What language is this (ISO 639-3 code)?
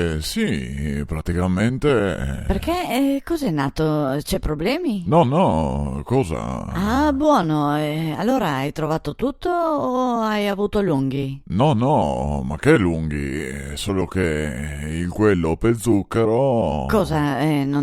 vec